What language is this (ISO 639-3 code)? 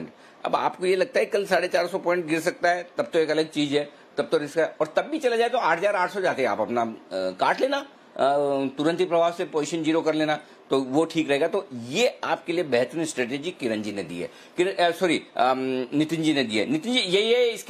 hin